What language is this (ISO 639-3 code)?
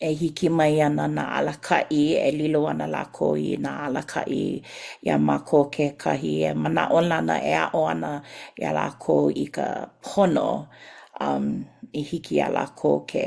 haw